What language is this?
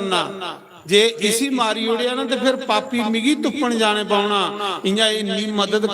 Dogri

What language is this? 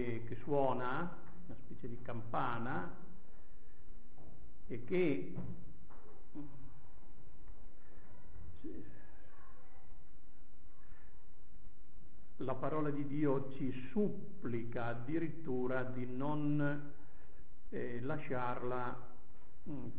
Italian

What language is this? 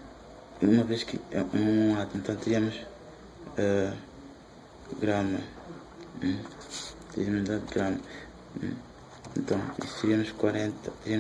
Portuguese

